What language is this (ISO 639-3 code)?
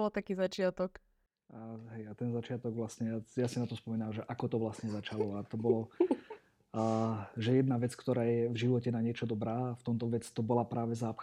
slk